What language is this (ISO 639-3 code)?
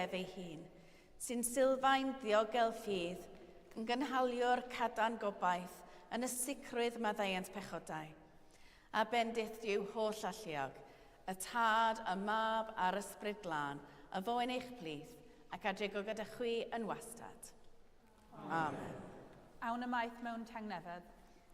cym